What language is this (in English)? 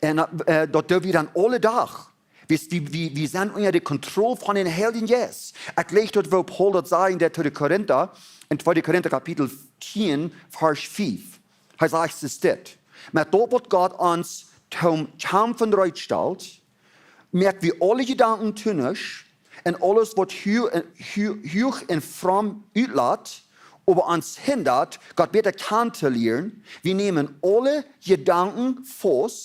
Plautdietsch